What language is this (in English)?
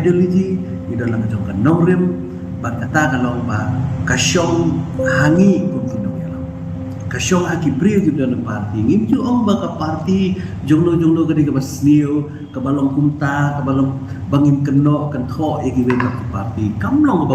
Khasi